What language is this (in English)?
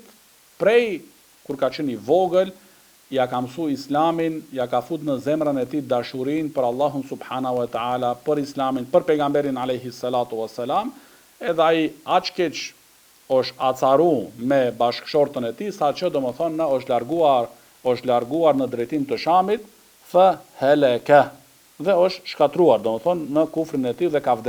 Albanian